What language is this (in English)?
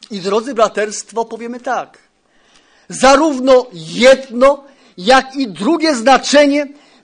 Polish